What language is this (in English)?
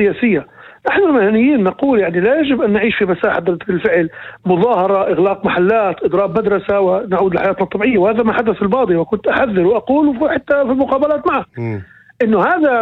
North Levantine Arabic